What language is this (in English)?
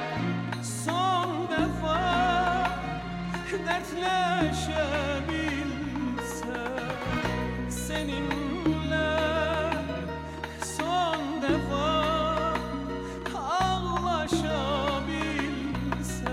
Turkish